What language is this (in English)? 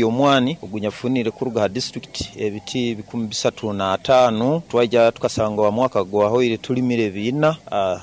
Nyoro